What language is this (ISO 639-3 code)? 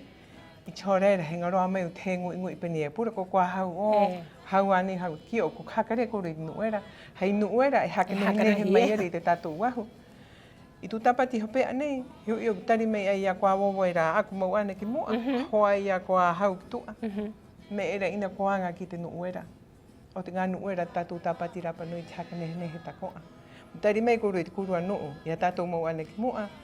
rap